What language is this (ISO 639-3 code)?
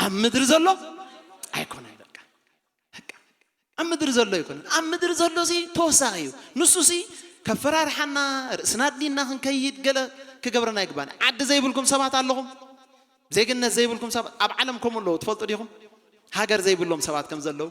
tir